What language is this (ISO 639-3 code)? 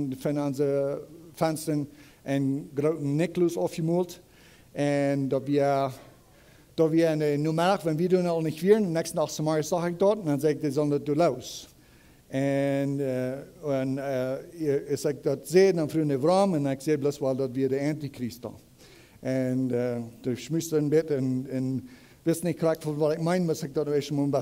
pdt